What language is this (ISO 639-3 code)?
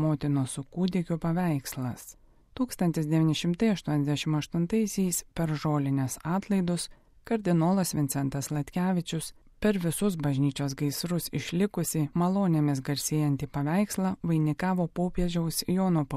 lit